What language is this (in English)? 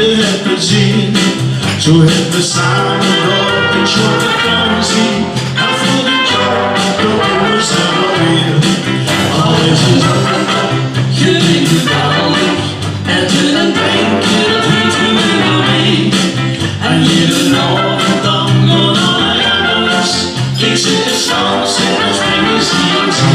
Limburgish